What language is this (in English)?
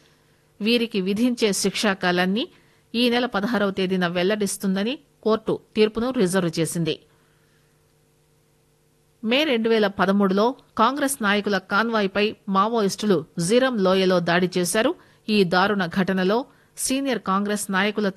Telugu